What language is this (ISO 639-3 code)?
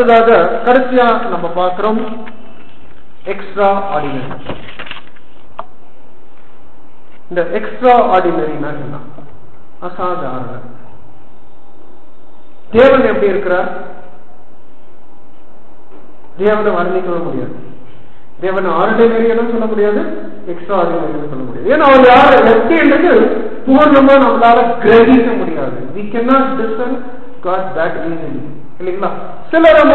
tam